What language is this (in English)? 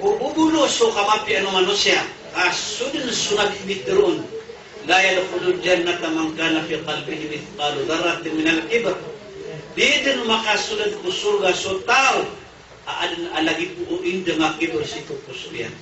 Maranao